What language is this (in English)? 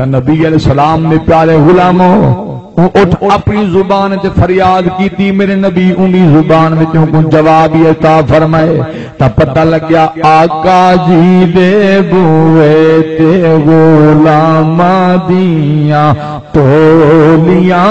Saraiki